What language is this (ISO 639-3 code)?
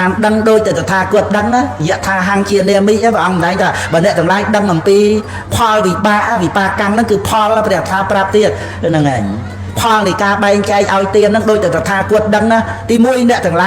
khm